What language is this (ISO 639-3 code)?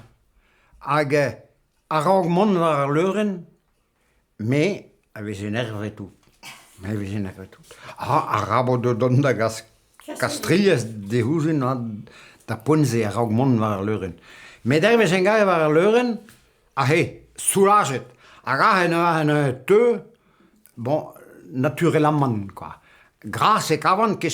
bre